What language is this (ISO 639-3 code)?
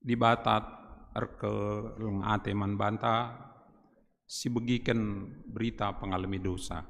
btx